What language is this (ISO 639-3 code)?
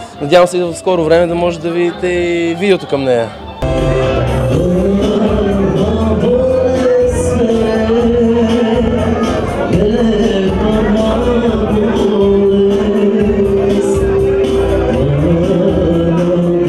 bul